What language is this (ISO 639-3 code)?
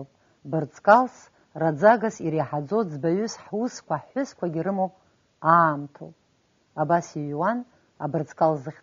abk